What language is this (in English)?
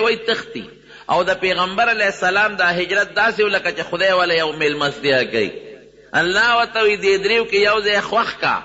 Pashto